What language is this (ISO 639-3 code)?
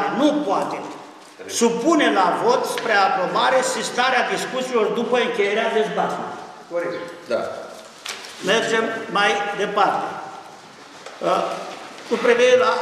ron